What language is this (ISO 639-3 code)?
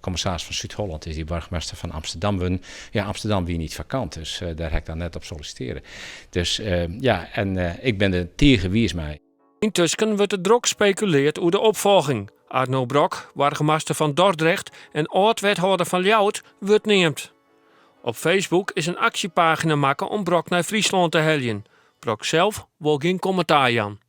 fry